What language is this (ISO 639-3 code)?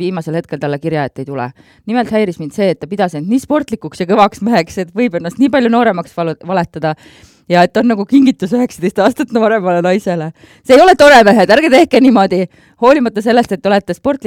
est